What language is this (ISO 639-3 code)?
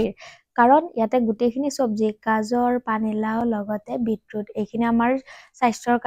asm